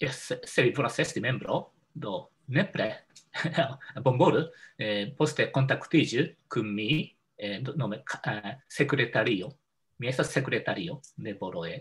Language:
Esperanto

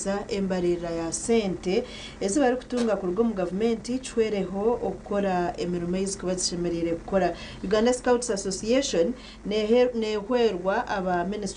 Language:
Nyankole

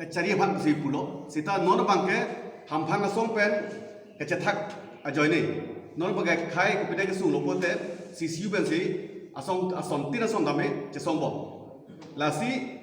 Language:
Karbi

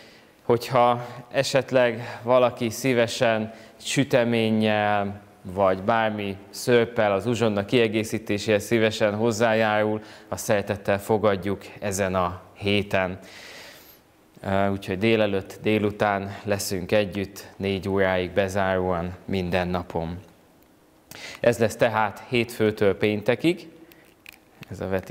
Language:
Hungarian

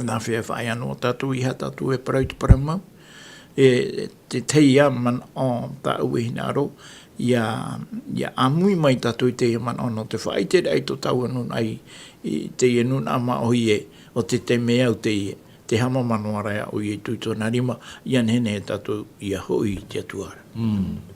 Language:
Tahitian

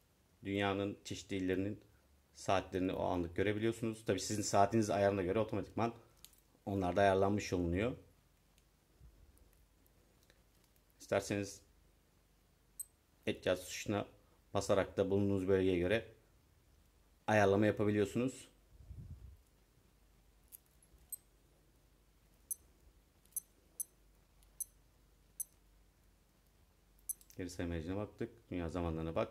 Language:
Turkish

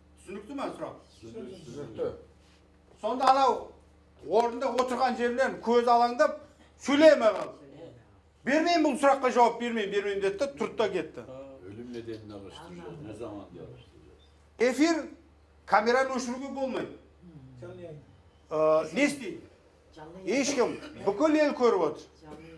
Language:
Kazakh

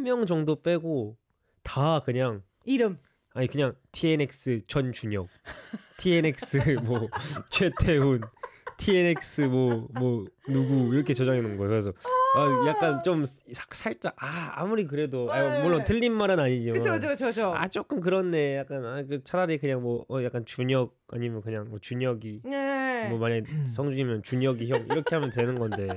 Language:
Korean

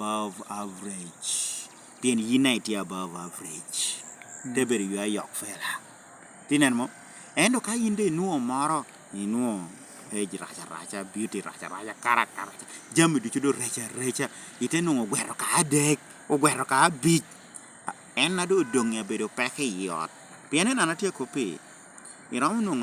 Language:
Lango (Uganda)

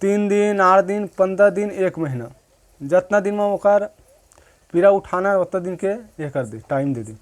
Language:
Chhattisgarhi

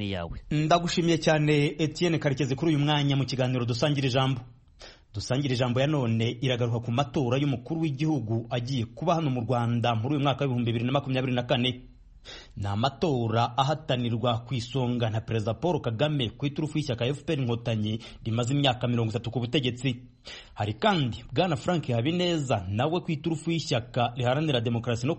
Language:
Kinyarwanda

